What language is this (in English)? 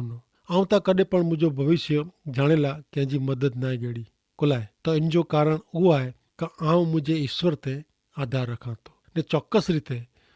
Kachhi